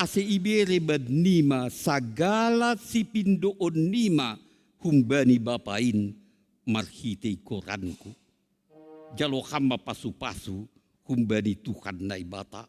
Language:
Batak Simalungun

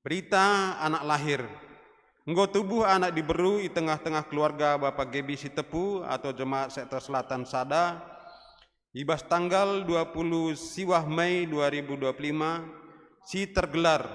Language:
Batak Karo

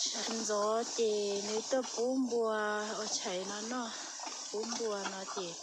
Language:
Hmong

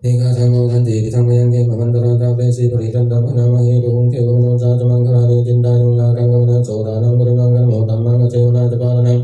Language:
Pali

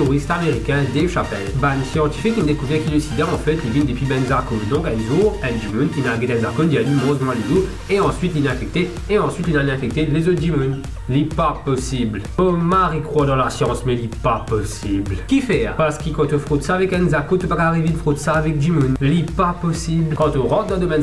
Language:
Morisyen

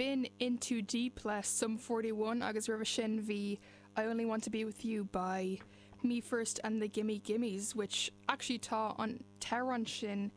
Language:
Irish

